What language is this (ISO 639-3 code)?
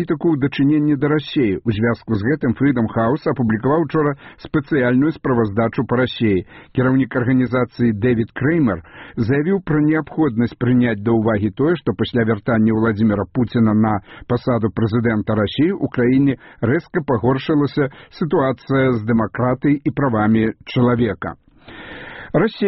bel